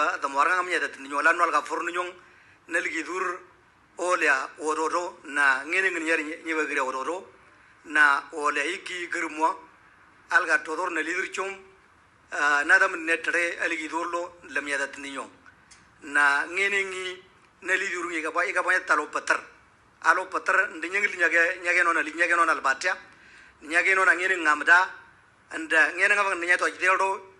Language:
Moro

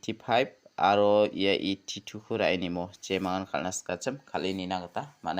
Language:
Garo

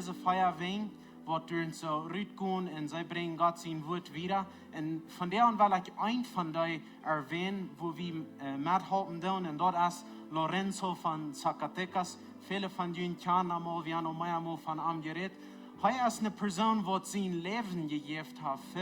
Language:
Plautdietsch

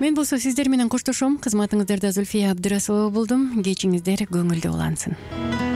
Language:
Kyrgyz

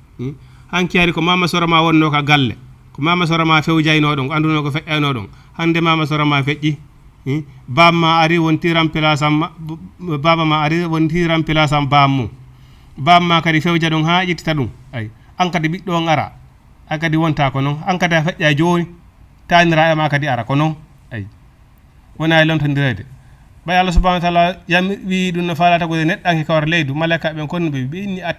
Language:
Fula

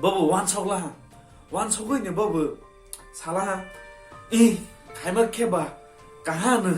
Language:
Kok Borok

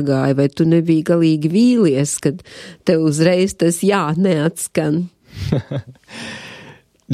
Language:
Latvian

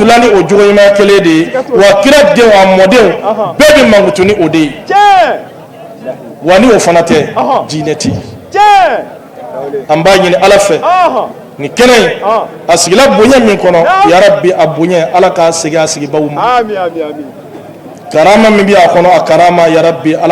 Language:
Bambara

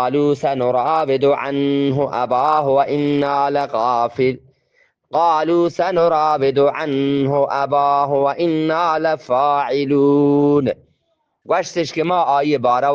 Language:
Eastern Balochi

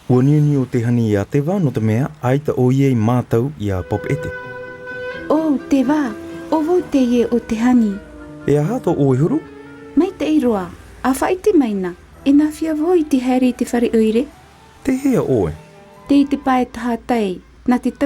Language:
Tahitian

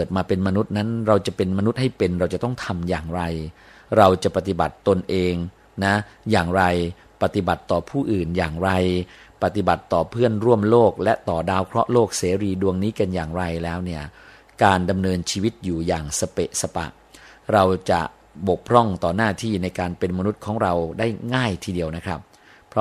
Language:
Thai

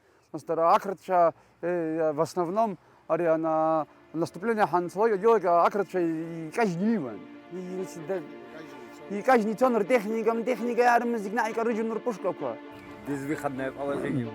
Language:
Abkhazian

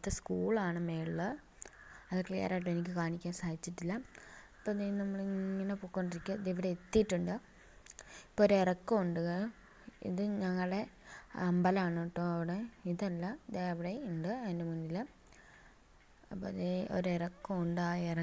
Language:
Malayalam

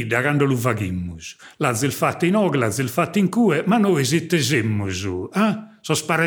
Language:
Sardinian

